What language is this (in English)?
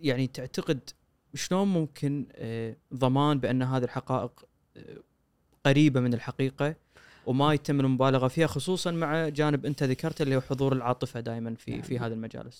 Gulf Arabic